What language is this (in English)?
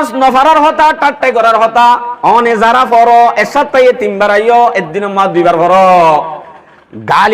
Rohingya